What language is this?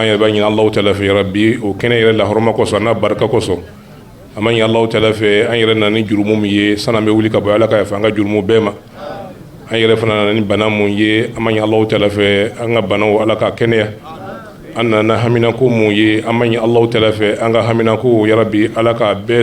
Bambara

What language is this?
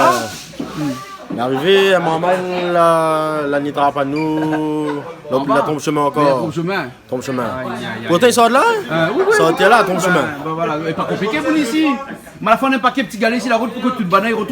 Réunion Creole French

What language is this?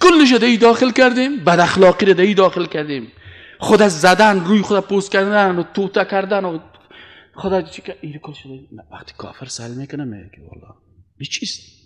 Persian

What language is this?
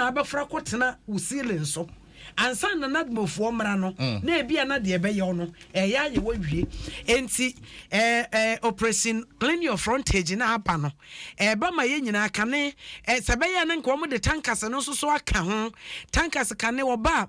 Akan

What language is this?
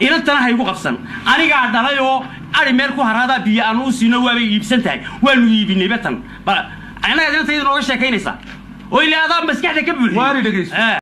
Somali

